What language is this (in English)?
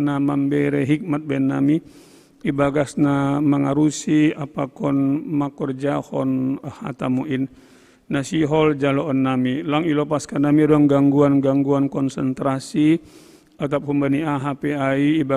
Batak Simalungun